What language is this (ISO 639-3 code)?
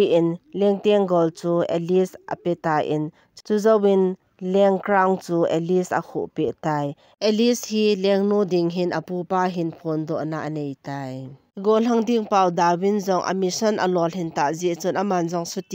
tcz